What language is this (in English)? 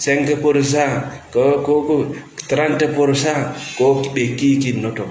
Fula